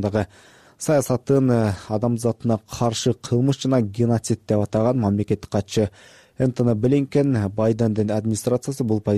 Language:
Kyrgyz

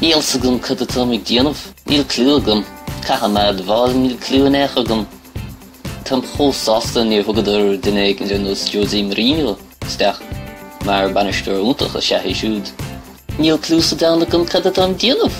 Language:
Irish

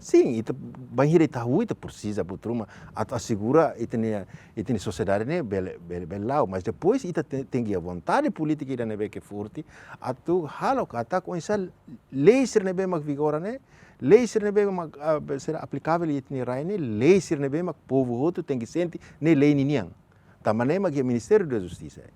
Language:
Tetum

